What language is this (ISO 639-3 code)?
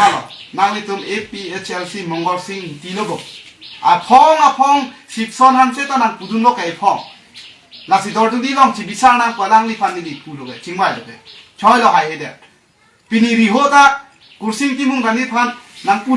mjw